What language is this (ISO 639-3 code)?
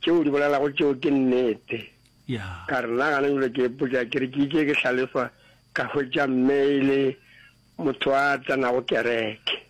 nso